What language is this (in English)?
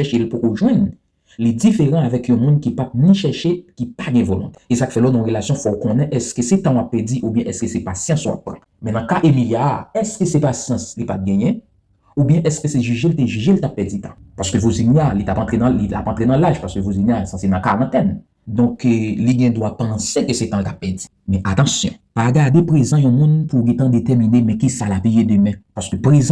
Haitian Creole